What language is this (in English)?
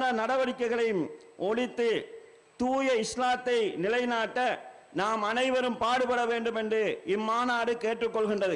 Tamil